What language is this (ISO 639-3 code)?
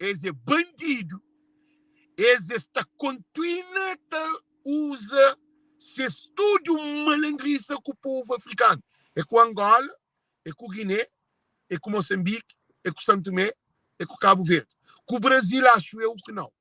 kea